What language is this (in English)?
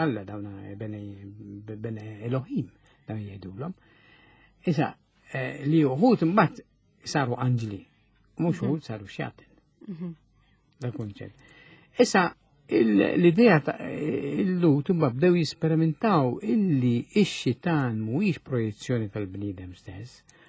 Maltese